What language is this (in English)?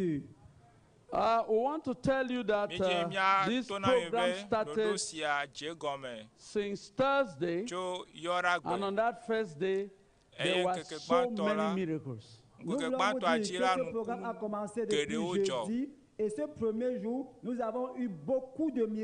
Ewe